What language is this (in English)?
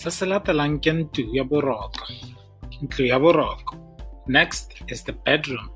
Tswana